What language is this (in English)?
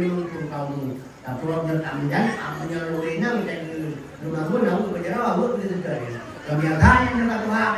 Achinese